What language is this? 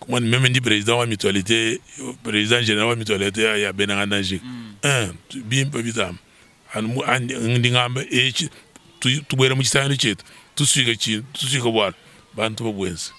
Luba-Lulua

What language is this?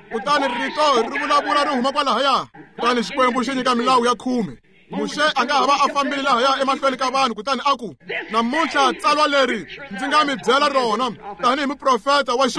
Tsonga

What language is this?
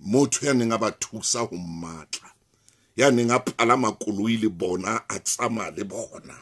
Southern Sotho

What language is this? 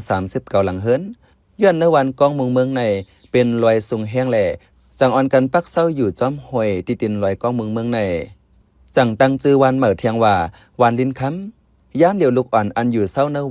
Shan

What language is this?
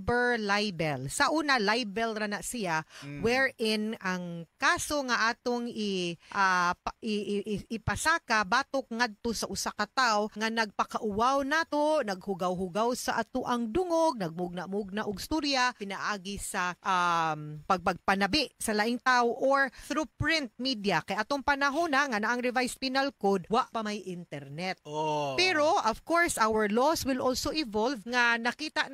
Cebuano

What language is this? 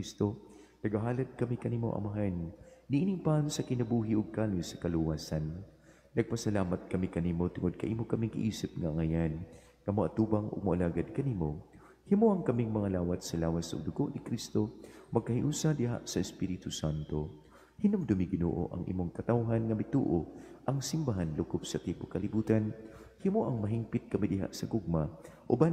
Cebuano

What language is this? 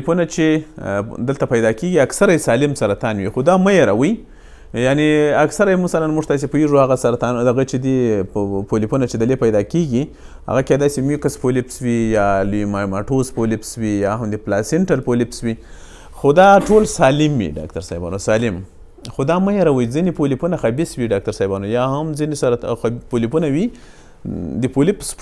Pashto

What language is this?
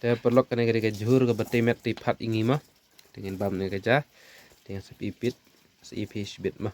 Khasi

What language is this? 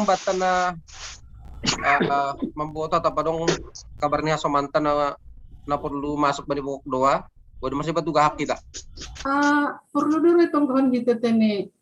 Batak Simalungun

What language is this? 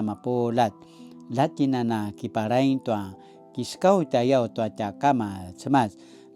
Paiwan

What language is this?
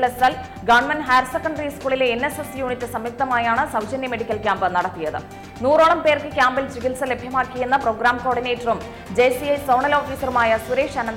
Malayalam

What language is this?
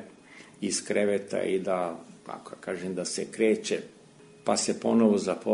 Serbian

